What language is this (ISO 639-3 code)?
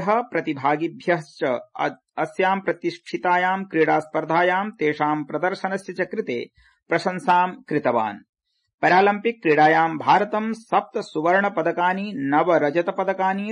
san